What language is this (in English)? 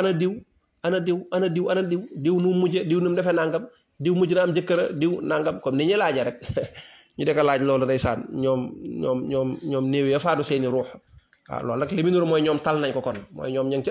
Wolof